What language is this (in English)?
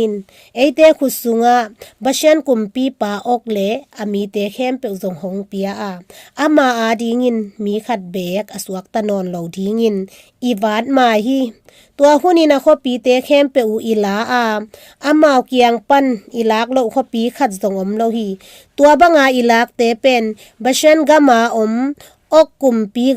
Tedim Chin